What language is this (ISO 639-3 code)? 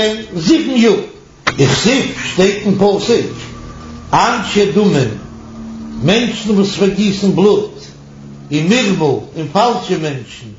yid